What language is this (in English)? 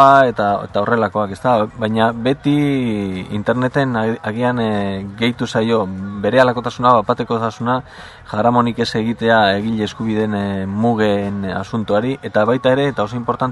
Basque